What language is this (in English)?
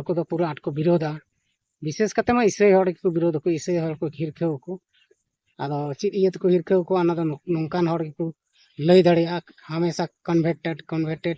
Santali